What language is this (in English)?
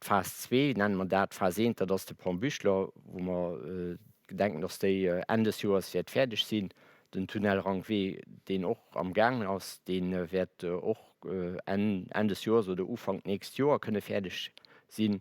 Luxembourgish